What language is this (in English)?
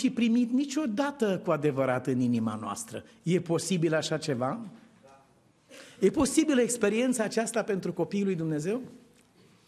Romanian